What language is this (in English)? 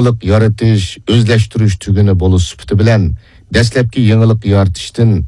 Uyghur